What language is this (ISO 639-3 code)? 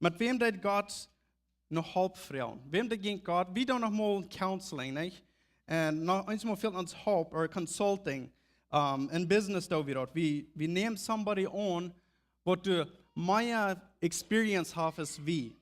pdt